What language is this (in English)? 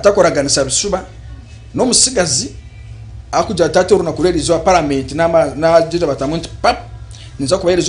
Nyankole